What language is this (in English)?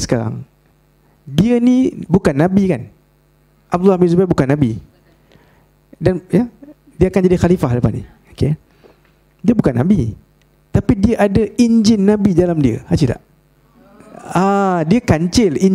Malay